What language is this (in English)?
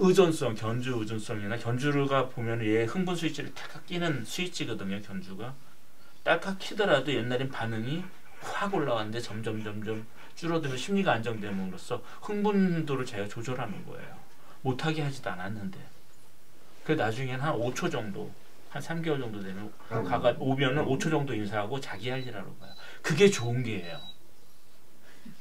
Korean